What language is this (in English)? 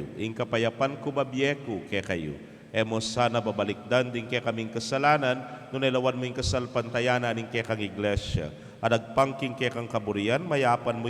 Pampanga